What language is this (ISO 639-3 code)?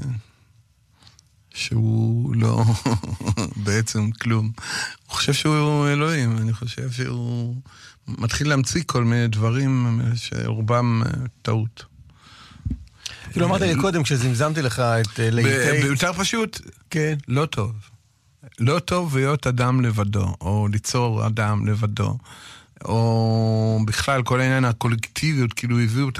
heb